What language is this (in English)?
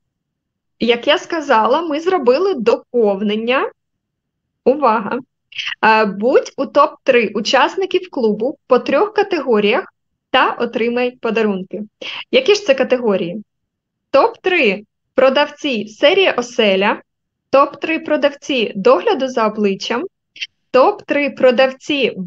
Ukrainian